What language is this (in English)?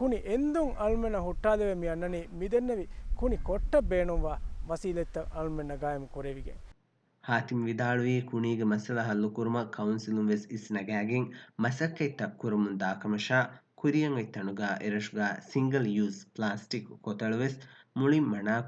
Divehi